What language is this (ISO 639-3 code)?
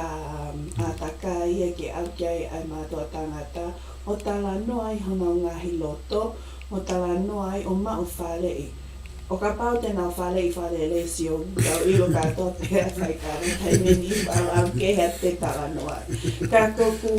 ton